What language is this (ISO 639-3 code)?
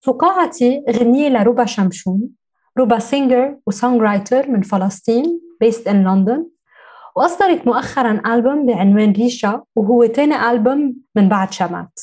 apc